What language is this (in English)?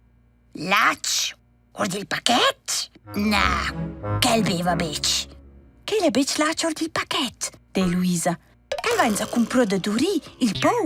Romansh